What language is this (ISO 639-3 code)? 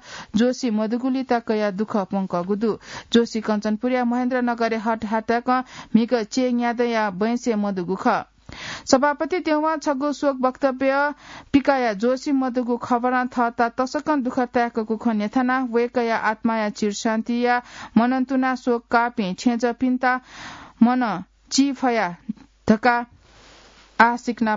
new